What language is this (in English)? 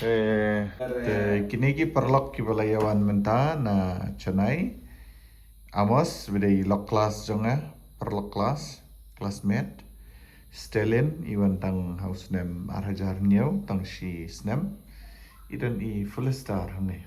Khasi